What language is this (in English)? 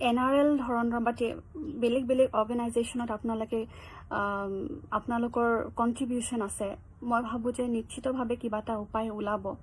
Assamese